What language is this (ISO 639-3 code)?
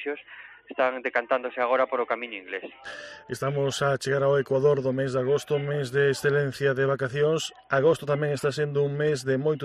glg